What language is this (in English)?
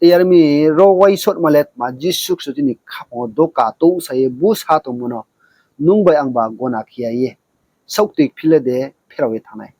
Riang (India)